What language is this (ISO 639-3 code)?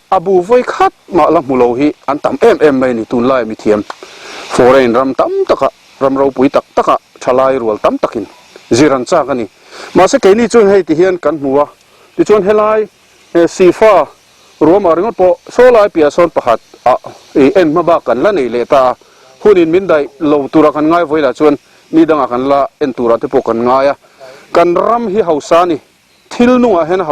lus